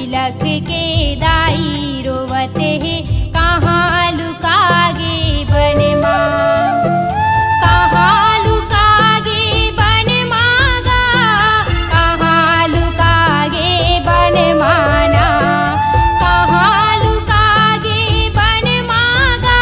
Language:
Chhattisgarhi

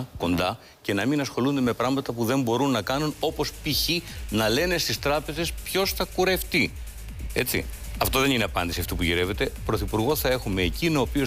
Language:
Greek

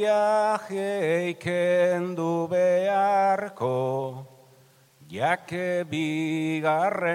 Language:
Basque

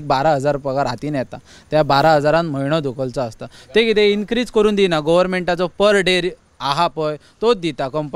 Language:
Konkani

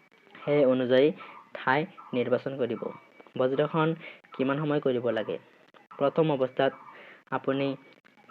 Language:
Assamese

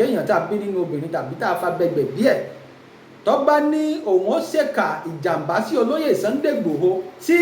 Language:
Yoruba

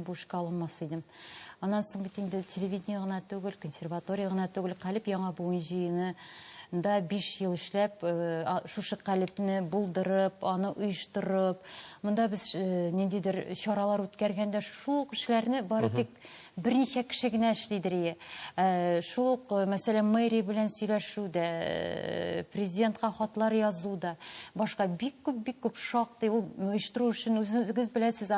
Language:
Tatar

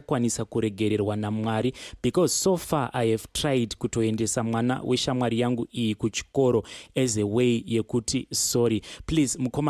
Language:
Shona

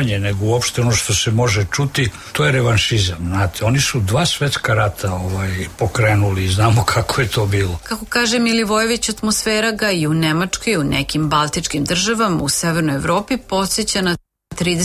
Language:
Serbian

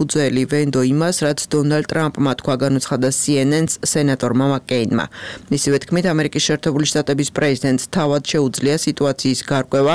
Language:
Georgian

